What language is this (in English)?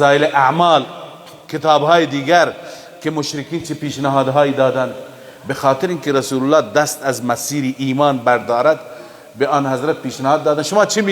Persian